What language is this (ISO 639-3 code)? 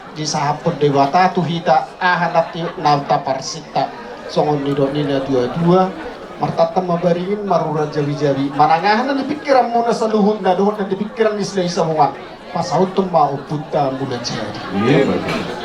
bbc